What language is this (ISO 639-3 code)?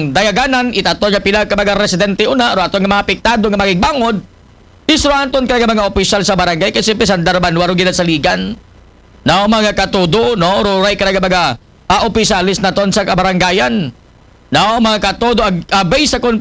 akl